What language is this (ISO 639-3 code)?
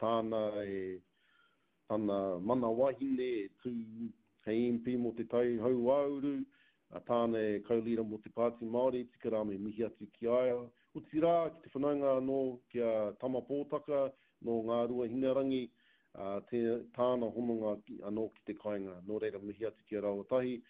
mri